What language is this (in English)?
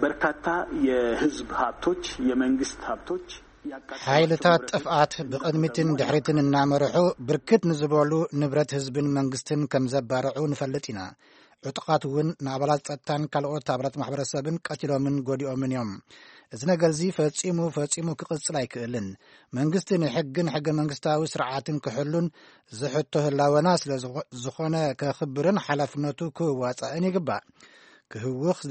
Tigrinya